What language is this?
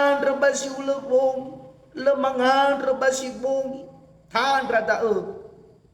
Nias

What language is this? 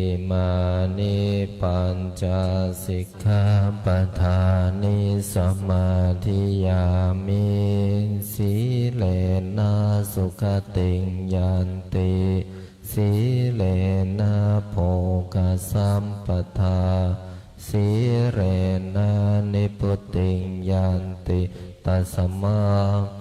Pali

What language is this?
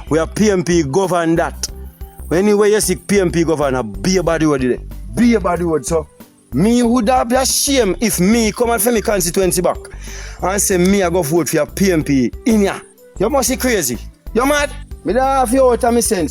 Jamaican Creole English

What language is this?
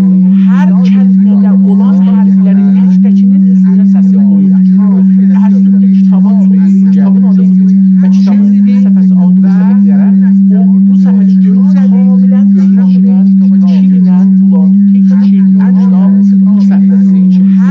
South Azerbaijani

